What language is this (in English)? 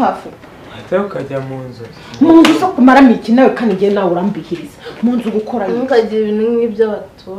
Kinyarwanda